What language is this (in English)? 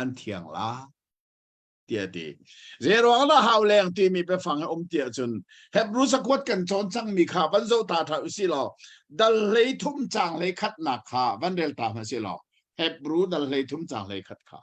Hakha Chin